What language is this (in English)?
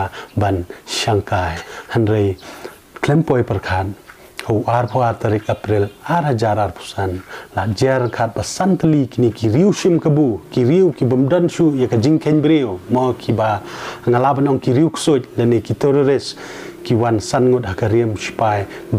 Khasi